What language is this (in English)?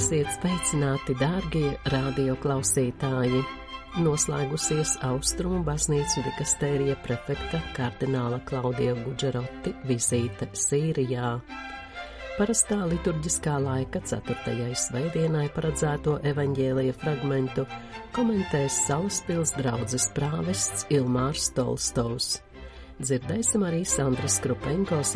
Latvian